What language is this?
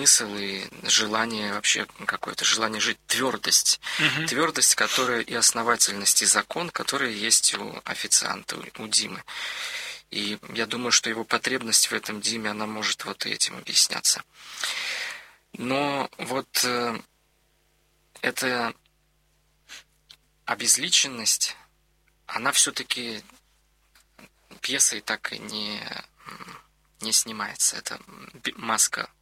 Russian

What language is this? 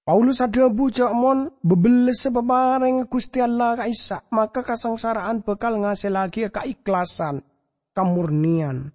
Madurese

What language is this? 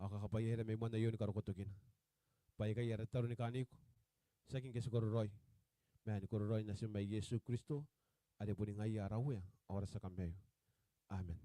Gilbertese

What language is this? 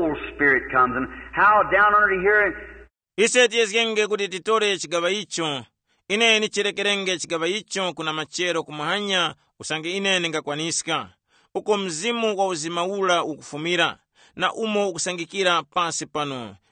Tumbuka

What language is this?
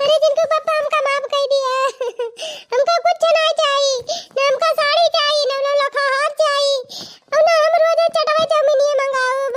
Awadhi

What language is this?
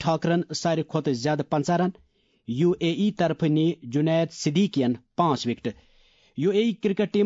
Kashmiri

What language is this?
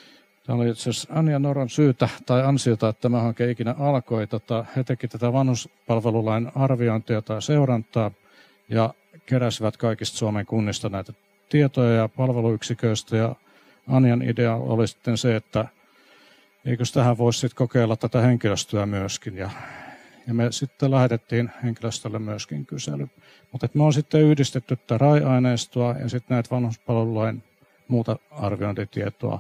Finnish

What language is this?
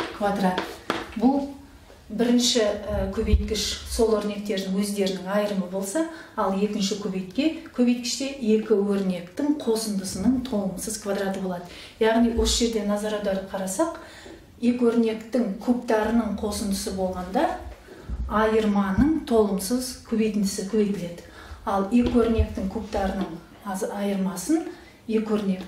Kazakh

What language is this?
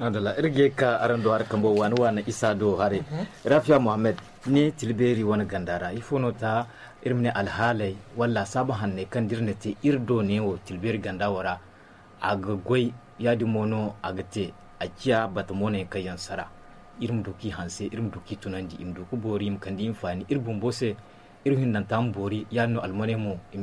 Zarma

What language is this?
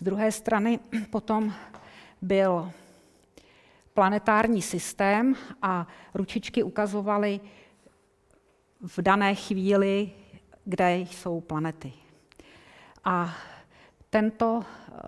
Czech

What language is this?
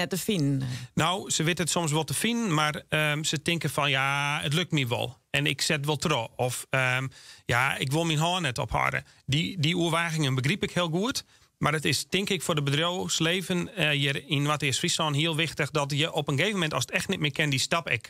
Western Frisian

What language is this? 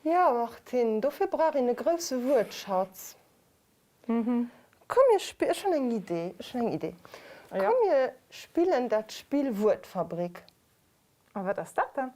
Luxembourgish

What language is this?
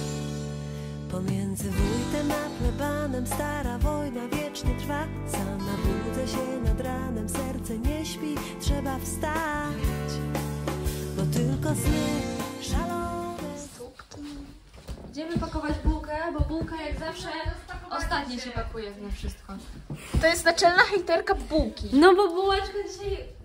Polish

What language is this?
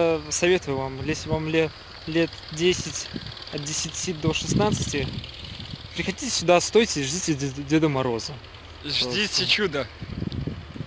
Russian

